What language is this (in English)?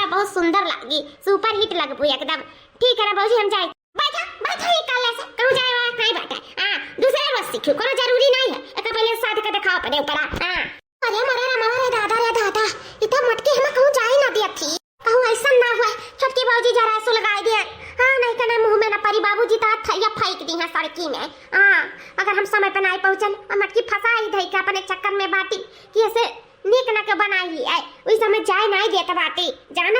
Awadhi